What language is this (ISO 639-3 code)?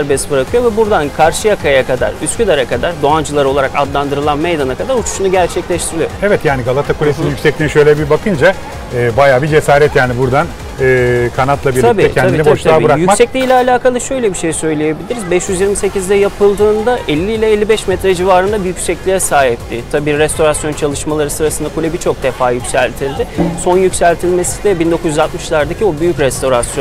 tur